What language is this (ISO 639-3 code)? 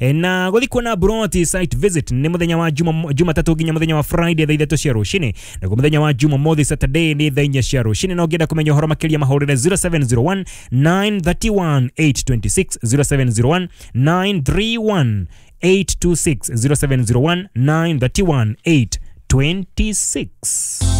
kik